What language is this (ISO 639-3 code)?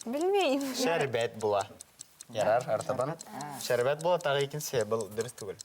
bak